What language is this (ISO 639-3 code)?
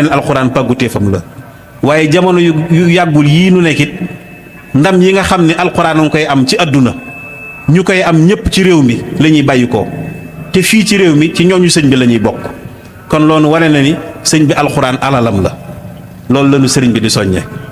wol